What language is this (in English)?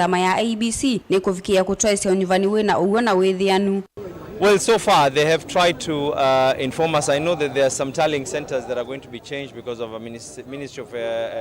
Kamba